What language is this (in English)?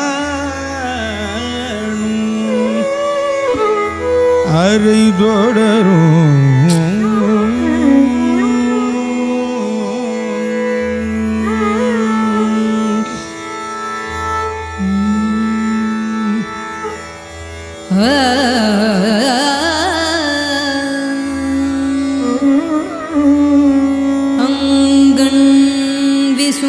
Tamil